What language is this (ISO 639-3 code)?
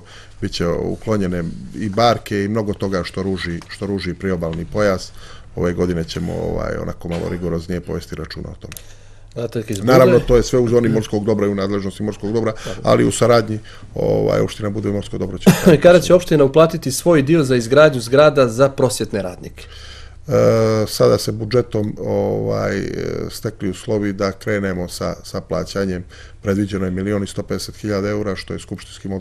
srp